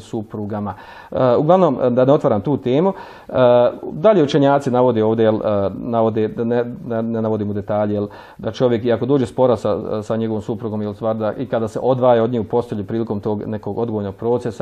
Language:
Bosnian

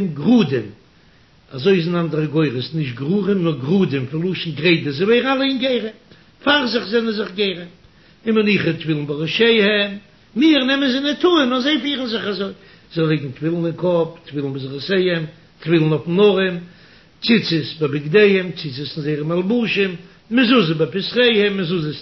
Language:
Yiddish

